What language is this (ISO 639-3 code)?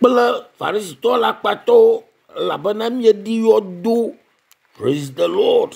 ewe